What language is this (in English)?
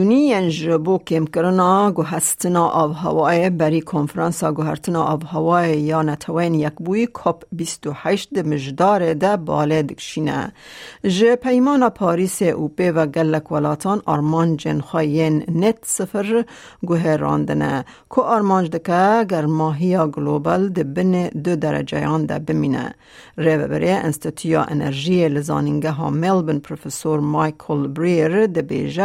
Kurdish